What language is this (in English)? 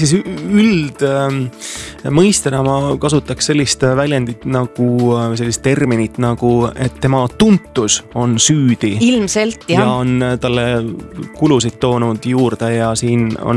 Estonian